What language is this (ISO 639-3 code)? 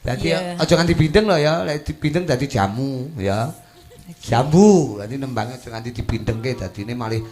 jav